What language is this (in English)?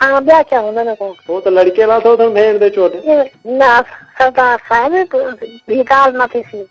Saraiki